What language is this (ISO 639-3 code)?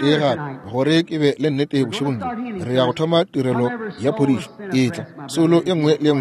nso